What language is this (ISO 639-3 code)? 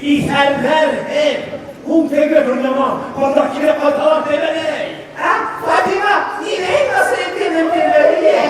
bak